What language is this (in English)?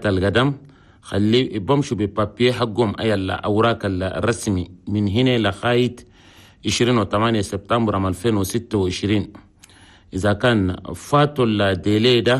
Chadian Arabic